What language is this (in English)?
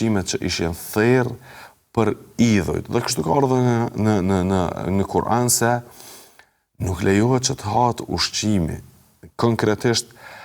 Albanian